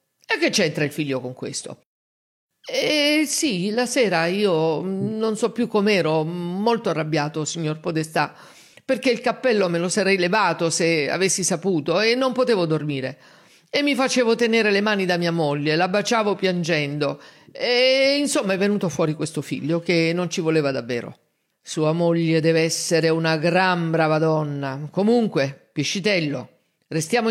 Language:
Italian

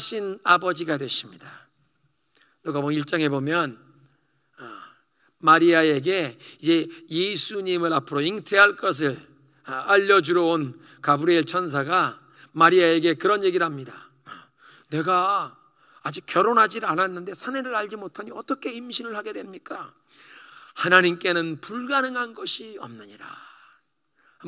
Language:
Korean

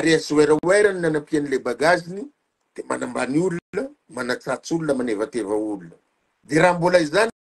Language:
Malagasy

